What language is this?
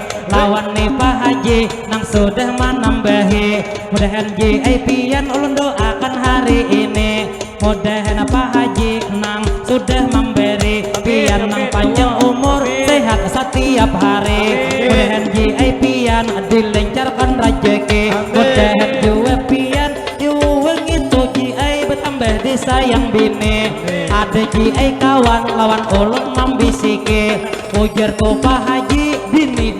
Banjar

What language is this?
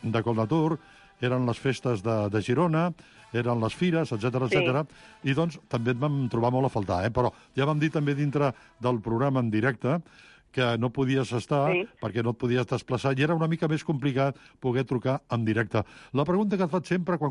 Catalan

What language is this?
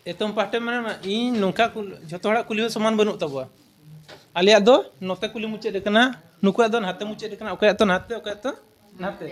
Santali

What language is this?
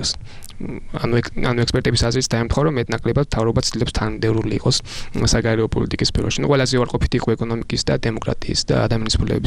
Georgian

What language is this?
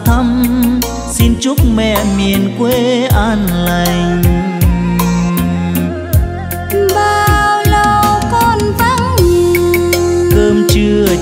Vietnamese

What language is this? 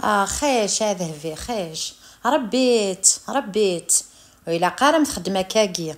Kabyle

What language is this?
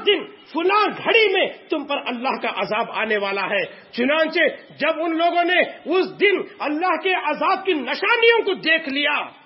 Urdu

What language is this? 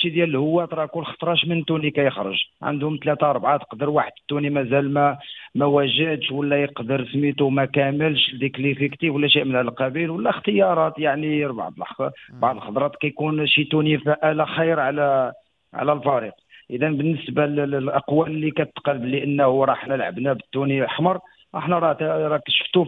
Moroccan Arabic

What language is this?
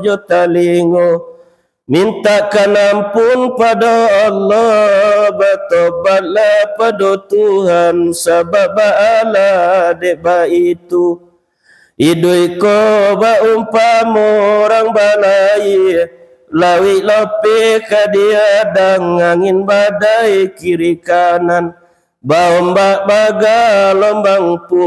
Minangkabau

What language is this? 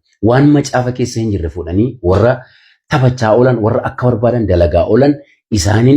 Oromo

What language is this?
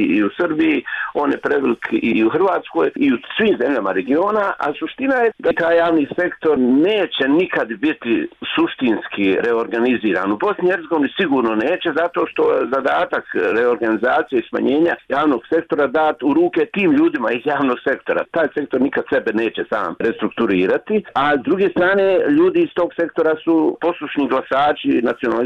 Bosnian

